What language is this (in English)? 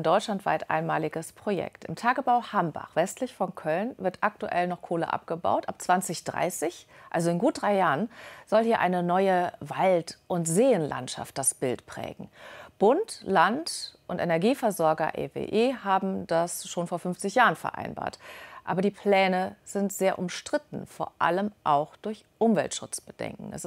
German